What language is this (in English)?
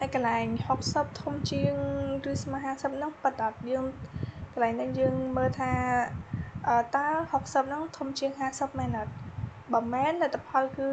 Khmer